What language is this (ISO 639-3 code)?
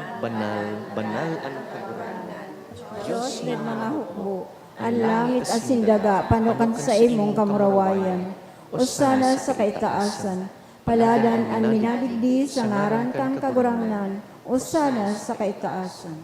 bik